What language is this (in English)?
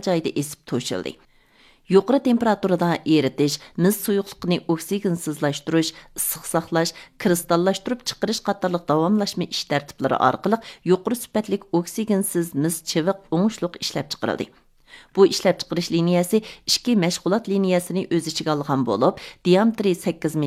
Uyghur